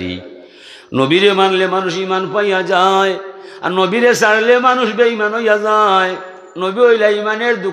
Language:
Sylheti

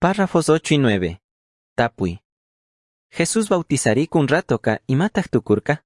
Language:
Chimborazo Highland Quichua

